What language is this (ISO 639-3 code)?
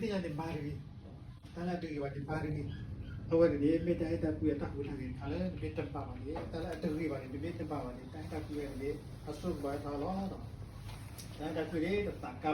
ksw